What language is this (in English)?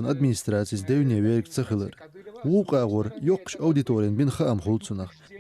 Chechen